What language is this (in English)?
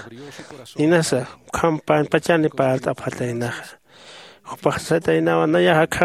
Aymara